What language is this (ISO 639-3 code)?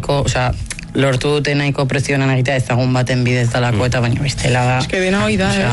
eus